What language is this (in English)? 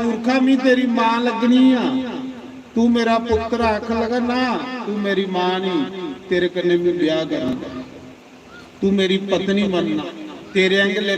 Dogri